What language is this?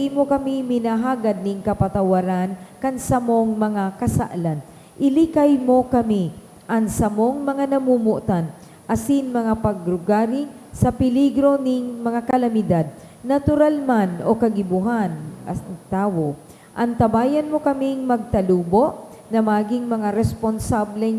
Bikol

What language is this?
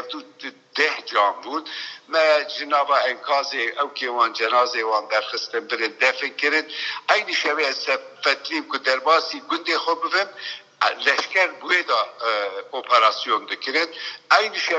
Kurdish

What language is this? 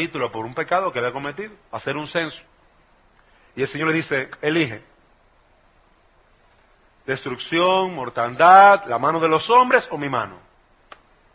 Spanish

